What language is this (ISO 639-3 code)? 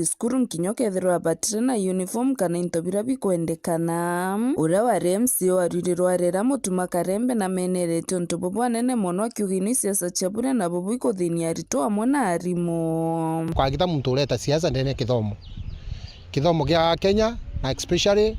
mer